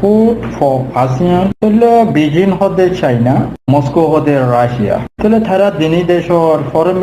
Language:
Rohingya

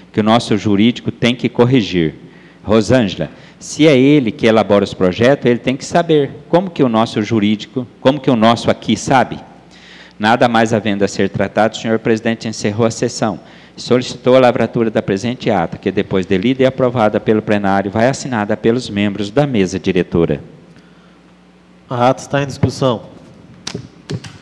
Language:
Portuguese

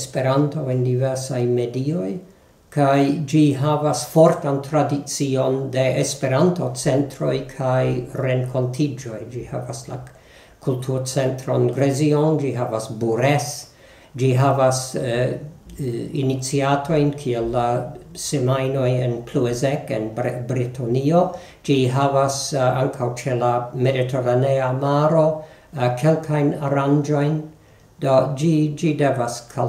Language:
Esperanto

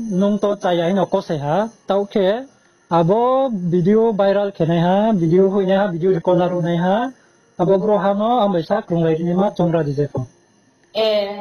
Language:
Riang (India)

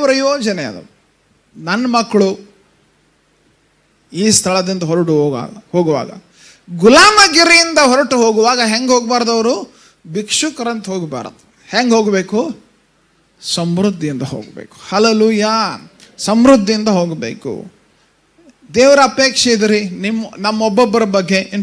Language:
Kannada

